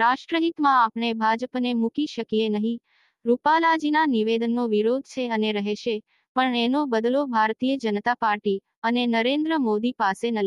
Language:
Gujarati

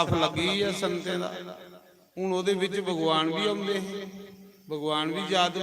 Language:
Dogri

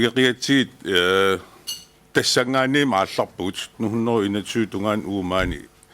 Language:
Kalaallisut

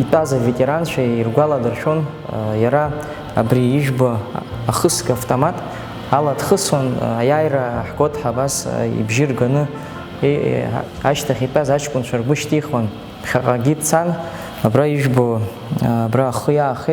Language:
Abkhazian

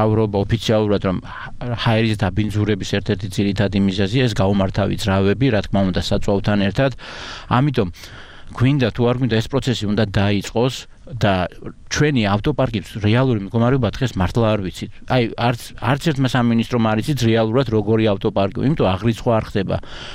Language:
Georgian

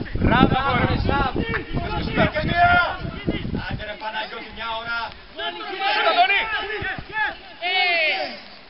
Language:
Greek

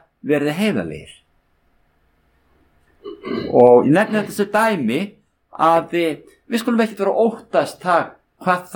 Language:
Icelandic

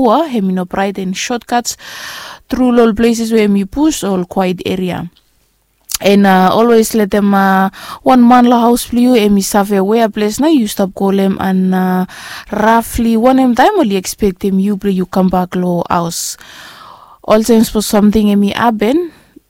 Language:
Bislama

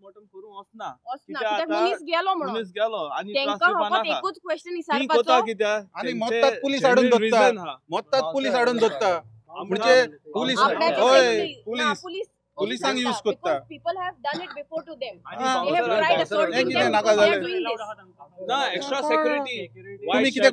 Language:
Konkani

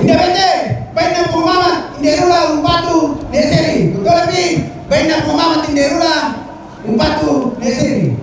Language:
Toraja-Sa'dan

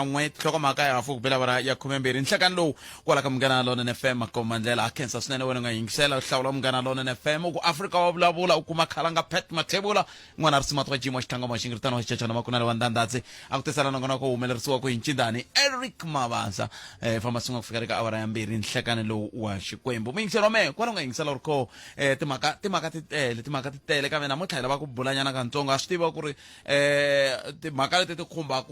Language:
Tsonga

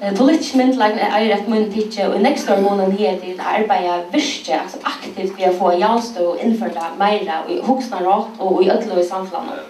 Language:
Faroese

